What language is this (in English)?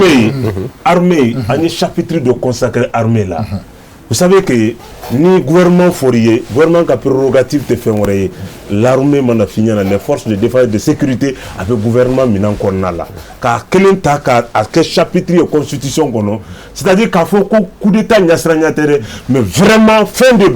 Bambara